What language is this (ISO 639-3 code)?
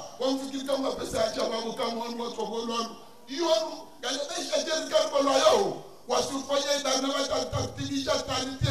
zdj